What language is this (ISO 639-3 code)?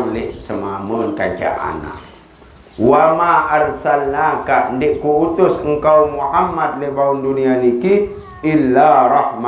sas